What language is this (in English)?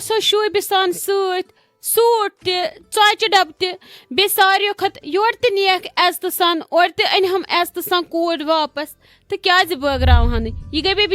Kashmiri